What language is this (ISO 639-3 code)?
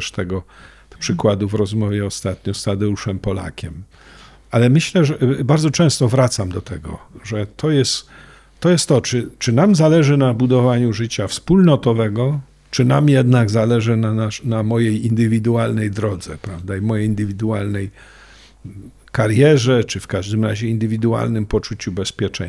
pol